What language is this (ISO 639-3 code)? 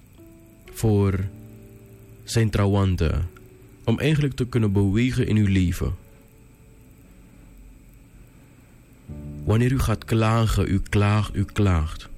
nld